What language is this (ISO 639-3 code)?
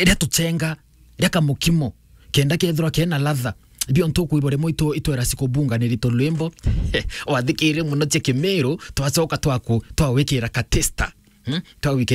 mer